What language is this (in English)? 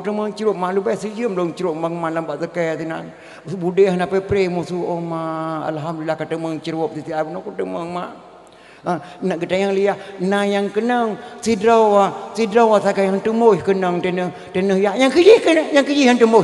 Achinese